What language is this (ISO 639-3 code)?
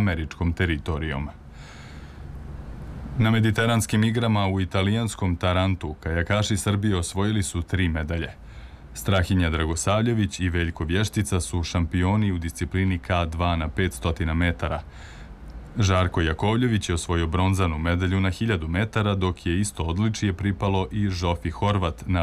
srp